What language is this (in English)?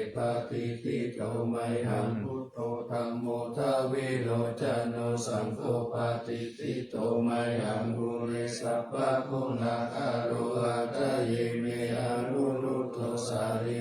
Pali